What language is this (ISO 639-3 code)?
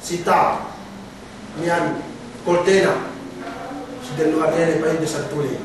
yka